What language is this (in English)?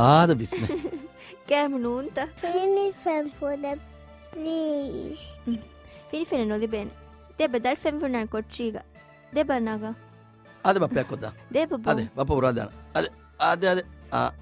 Divehi